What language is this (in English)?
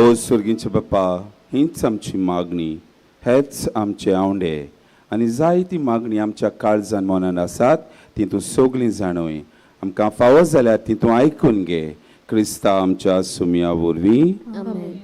Konkani